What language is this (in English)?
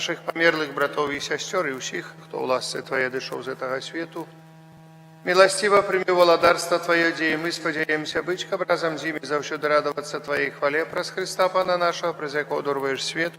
Belarusian